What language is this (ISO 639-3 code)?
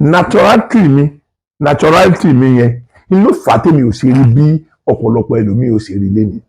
yor